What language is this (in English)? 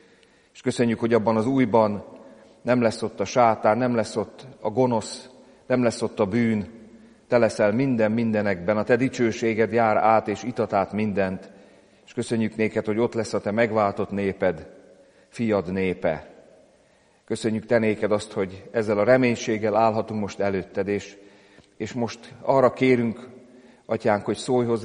Hungarian